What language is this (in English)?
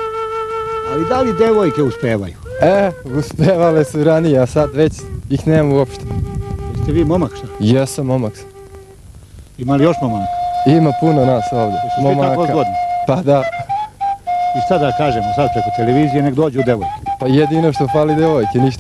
Serbian